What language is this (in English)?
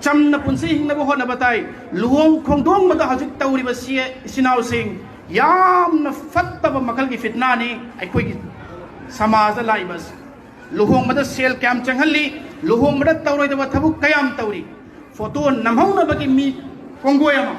Manipuri